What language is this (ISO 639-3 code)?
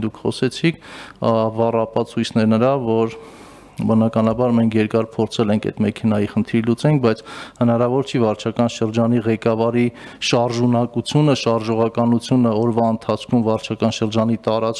hye